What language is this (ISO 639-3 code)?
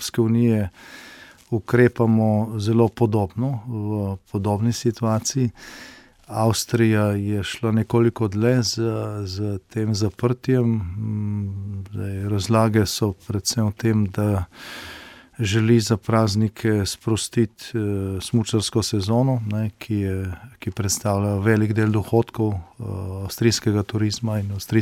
slv